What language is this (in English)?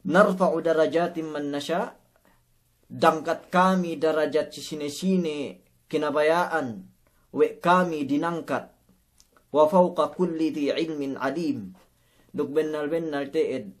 Yakan